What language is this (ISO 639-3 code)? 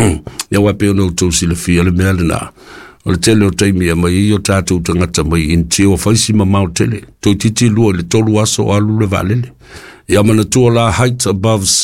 smo